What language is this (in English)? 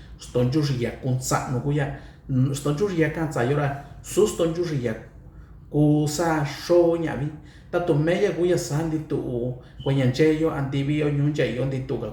Mixtepec Mixtec